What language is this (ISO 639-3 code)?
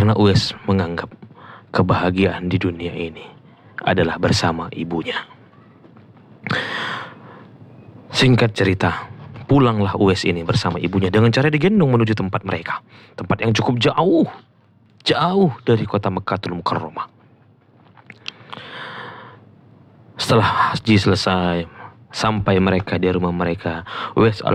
ind